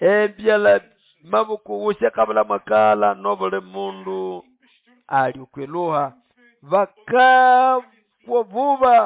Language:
Nande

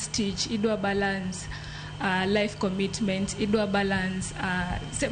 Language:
Luo (Kenya and Tanzania)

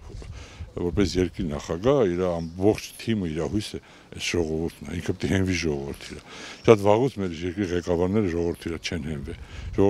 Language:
Armenian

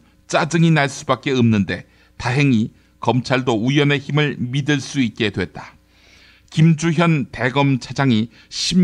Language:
Korean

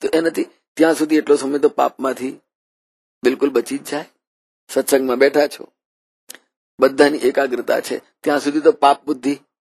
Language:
Gujarati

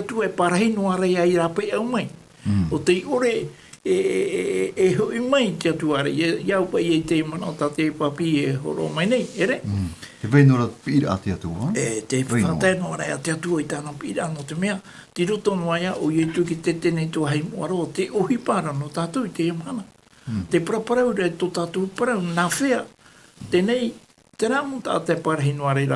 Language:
Tahitian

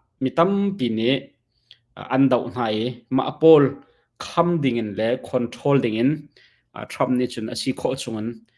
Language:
Hakha Chin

